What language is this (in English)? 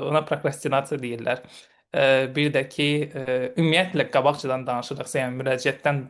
Azerbaijani